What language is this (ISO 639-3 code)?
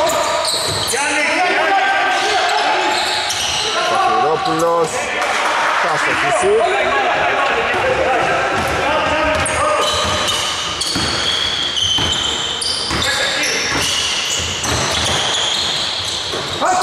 ell